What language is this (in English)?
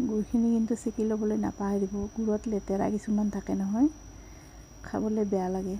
Assamese